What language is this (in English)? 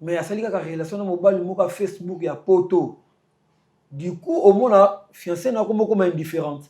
Lingala